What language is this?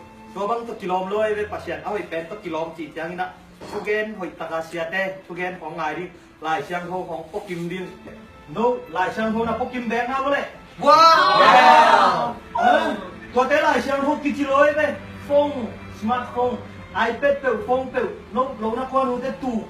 Tedim Chin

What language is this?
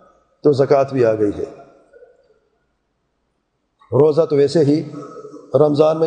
Urdu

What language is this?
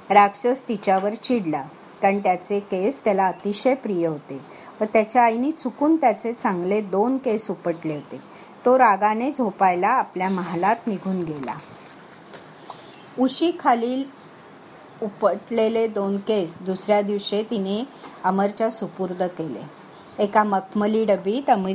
Marathi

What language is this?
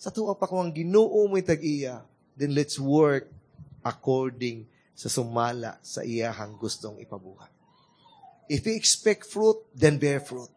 Cebuano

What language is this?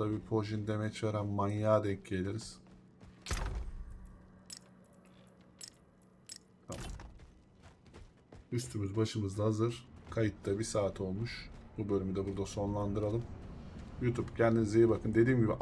Turkish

